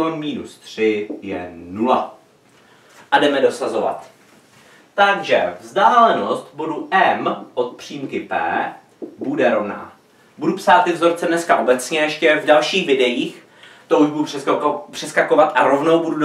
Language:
Czech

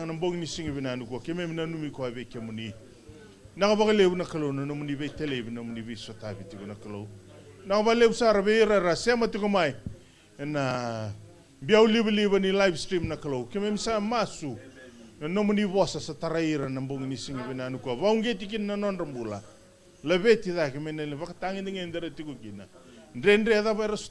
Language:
Fijian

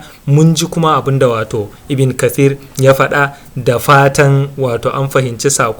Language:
Hausa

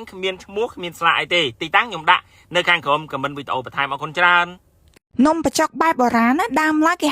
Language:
Khmer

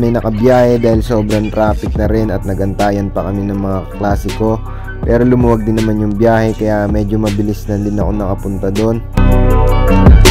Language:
Filipino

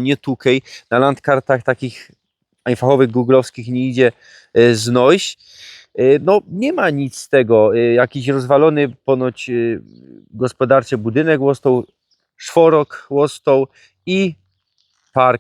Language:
Silesian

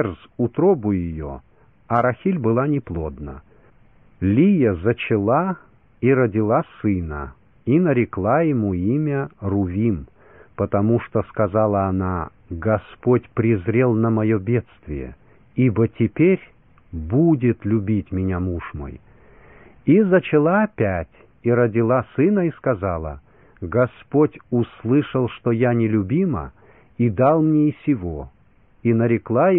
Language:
Russian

